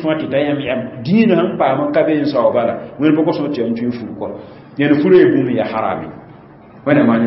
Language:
Mossi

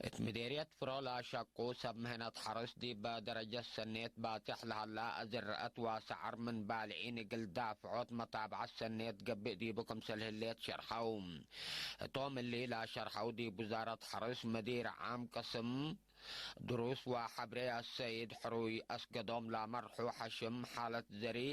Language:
Tigre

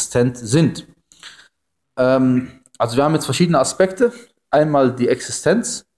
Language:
German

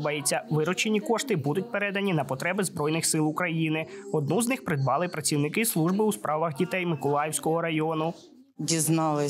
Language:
Ukrainian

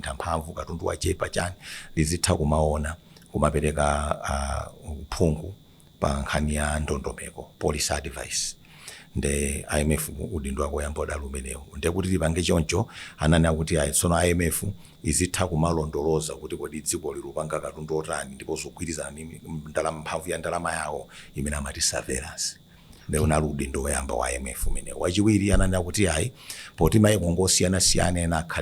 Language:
Nyanja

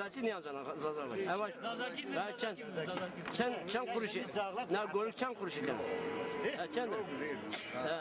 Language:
Zaza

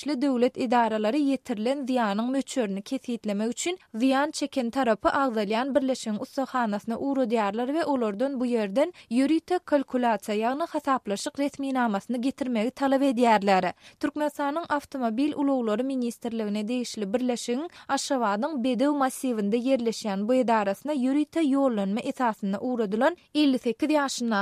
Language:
Turkmen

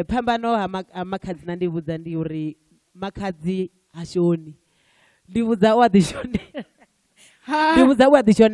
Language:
Venda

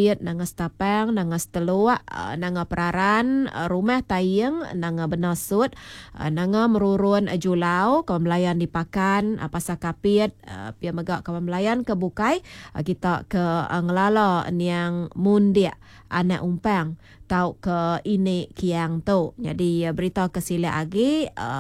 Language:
Iban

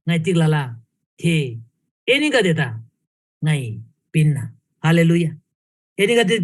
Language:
Eastern Tamang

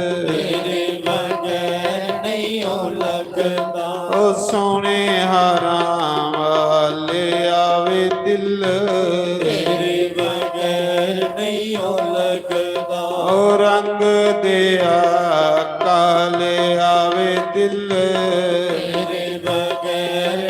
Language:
Dogri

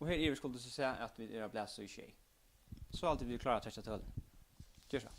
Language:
Faroese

